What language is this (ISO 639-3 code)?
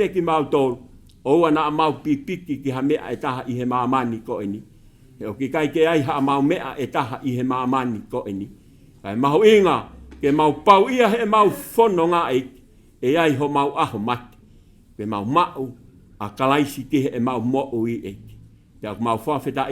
ton